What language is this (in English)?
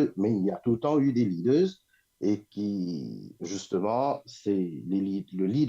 Morisyen